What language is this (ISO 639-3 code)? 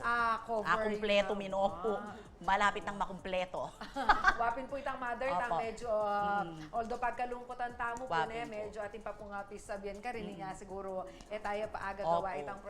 pam